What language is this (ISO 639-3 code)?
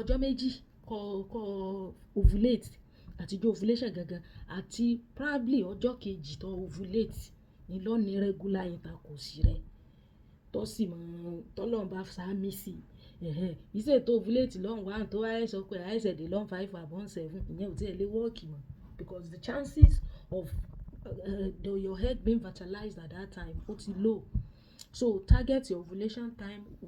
yor